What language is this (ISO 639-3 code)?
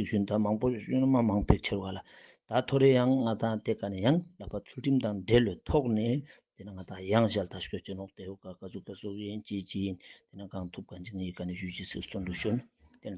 lbj